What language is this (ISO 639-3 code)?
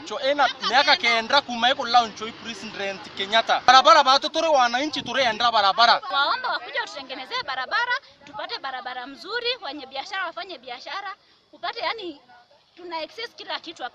mer